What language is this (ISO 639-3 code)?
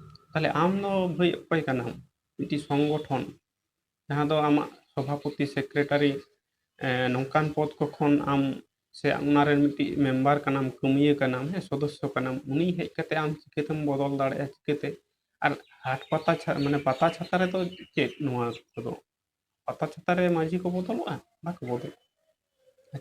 sat